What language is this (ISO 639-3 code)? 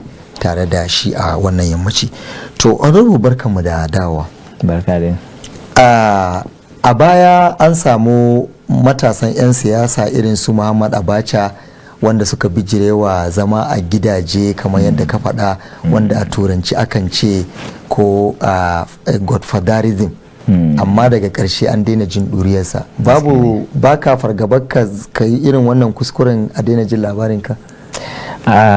hau